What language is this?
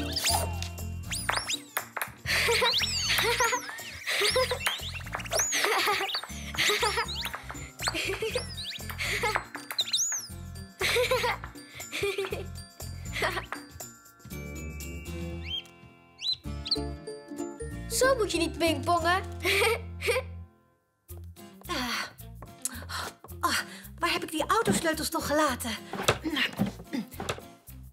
Dutch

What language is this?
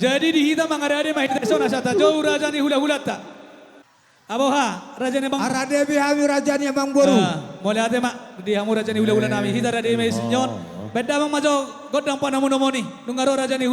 Batak Toba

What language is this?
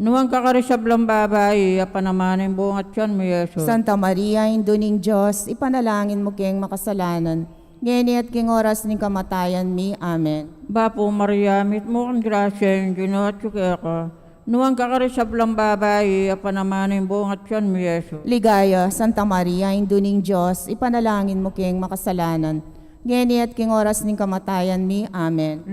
Pampanga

